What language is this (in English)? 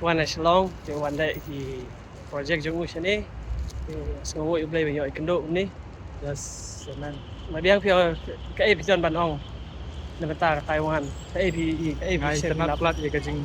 Khasi